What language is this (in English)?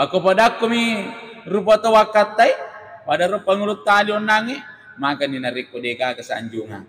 Buginese